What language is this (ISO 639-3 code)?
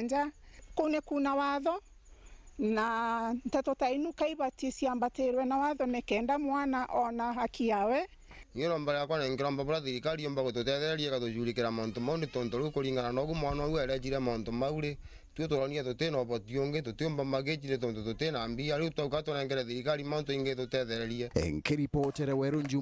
mer